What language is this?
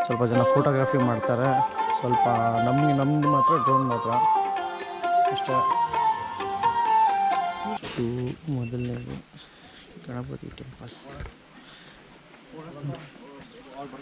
Kannada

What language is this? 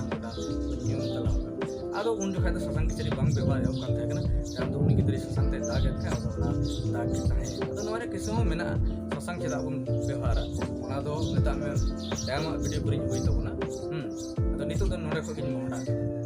Santali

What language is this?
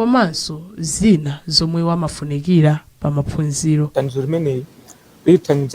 Nyanja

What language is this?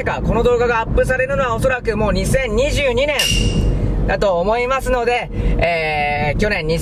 Japanese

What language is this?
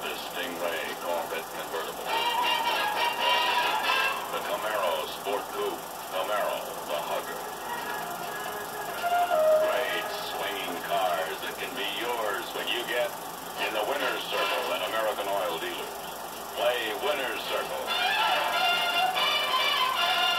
English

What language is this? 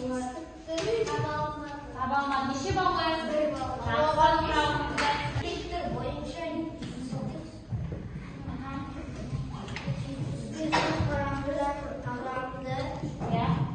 Kazakh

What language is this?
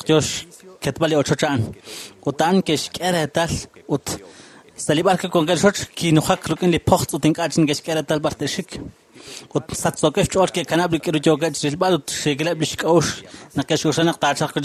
Kekchí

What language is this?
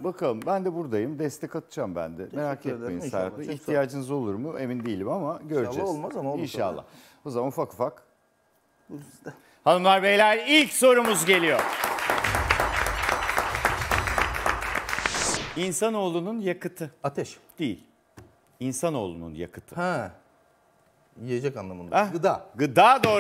Turkish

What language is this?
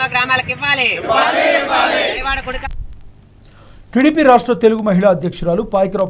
Telugu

